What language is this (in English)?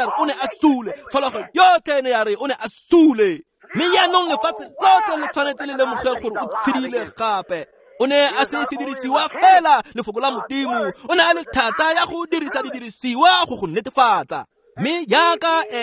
Tswana